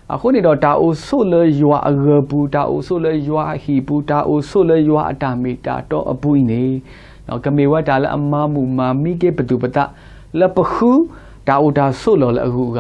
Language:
S'gaw Karen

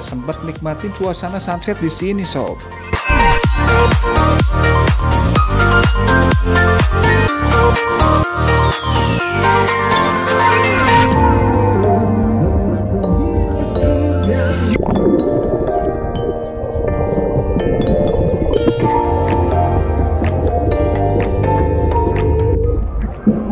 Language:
Indonesian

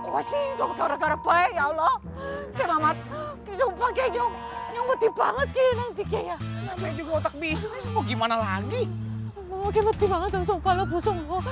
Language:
Betawi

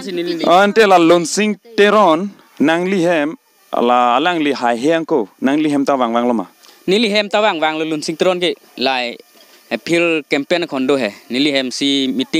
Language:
Karbi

